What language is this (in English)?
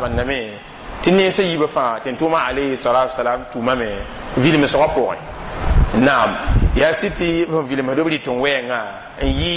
Mossi